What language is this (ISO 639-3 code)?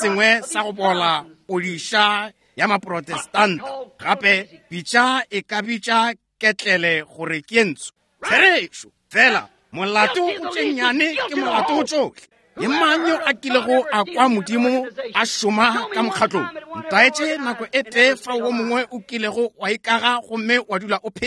nso